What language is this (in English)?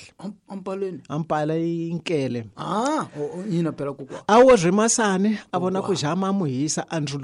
Tsonga